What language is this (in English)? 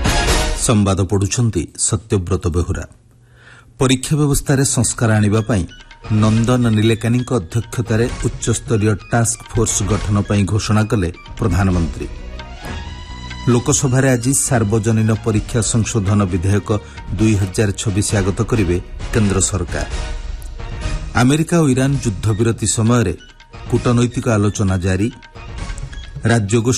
Odia